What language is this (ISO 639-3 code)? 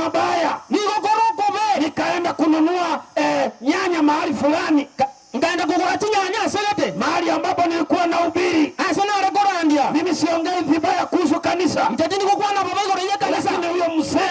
guz